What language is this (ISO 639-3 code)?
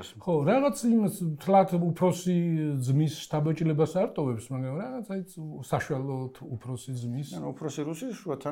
kat